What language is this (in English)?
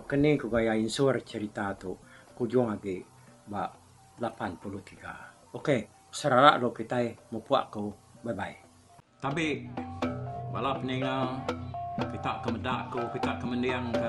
Iban